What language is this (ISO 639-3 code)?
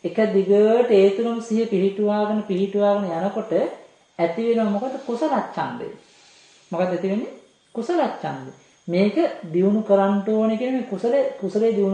sin